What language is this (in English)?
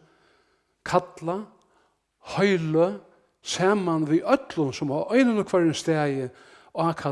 Faroese